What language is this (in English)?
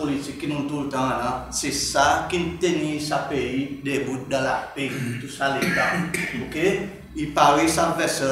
Seselwa Creole French